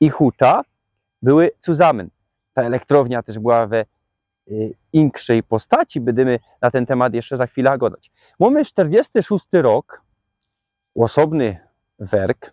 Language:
Silesian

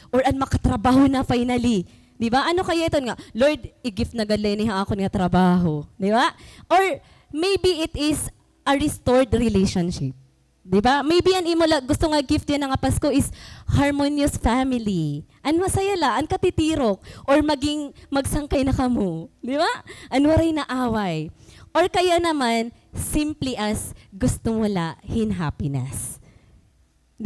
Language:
Waray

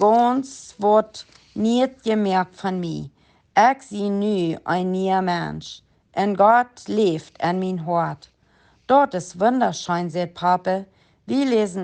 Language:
Plautdietsch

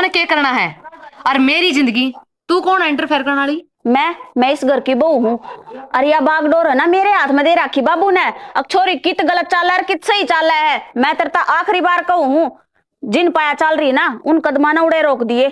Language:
Haryanvi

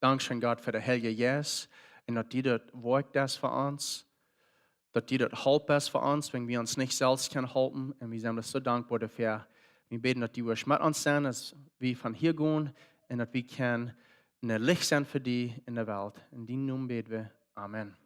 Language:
Plautdietsch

